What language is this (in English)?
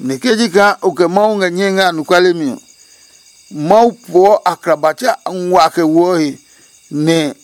Adangme